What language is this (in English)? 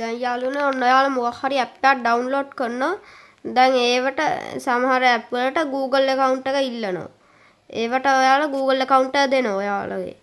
Sinhala